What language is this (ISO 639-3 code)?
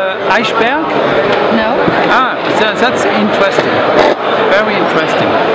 swe